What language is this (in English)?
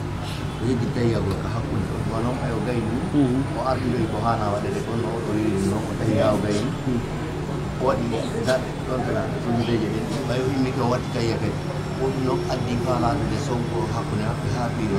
Pular